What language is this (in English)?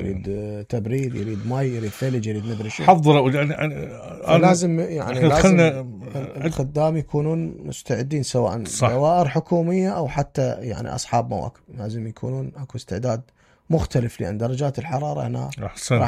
Mesopotamian Arabic